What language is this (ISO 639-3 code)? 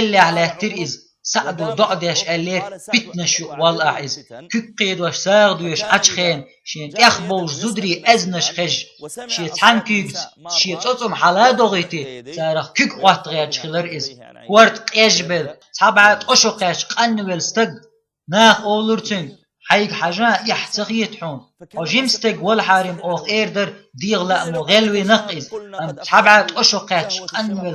che